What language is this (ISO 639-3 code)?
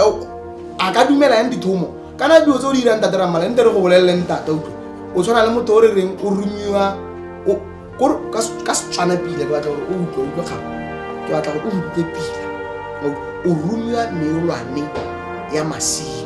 tsn